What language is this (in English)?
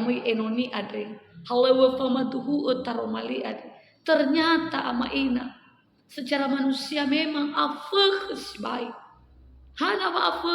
Nias